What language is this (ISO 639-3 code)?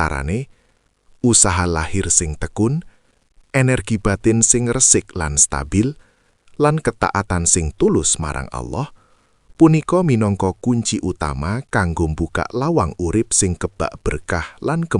jav